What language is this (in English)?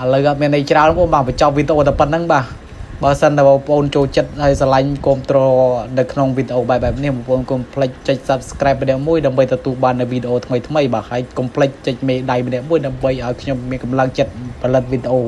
Khmer